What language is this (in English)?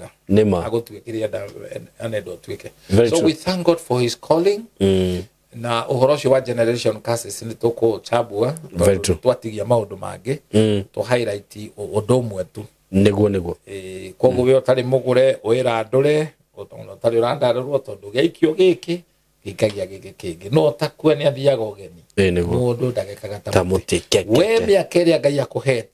Kikuyu